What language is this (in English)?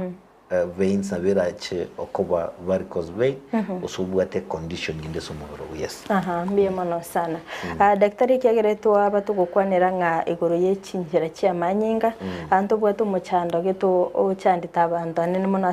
Gusii